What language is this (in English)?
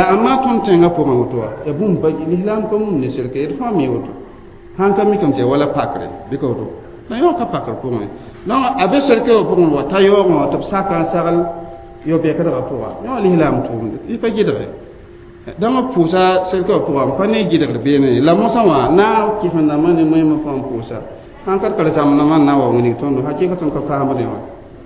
Mossi